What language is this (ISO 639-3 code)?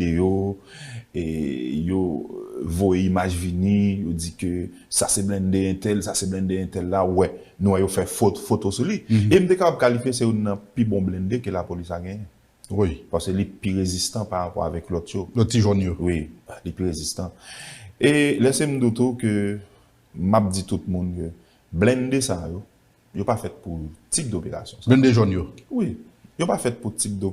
hat